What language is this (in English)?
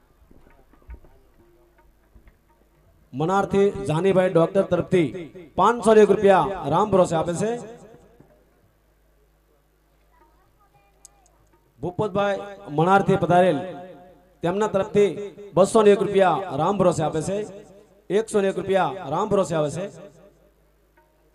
Gujarati